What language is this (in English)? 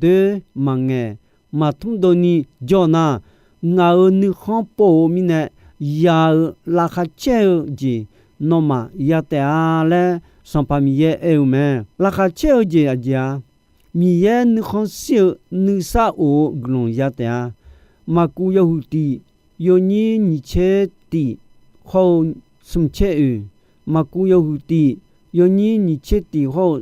Akha